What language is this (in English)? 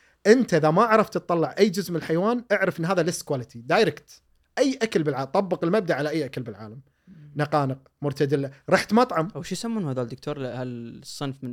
Gulf Arabic